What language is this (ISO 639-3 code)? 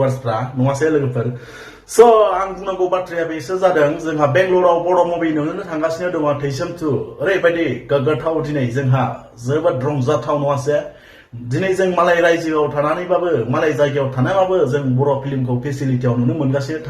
brx